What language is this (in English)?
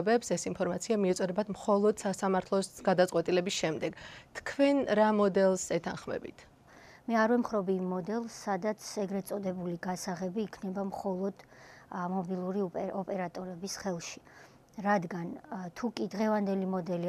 Georgian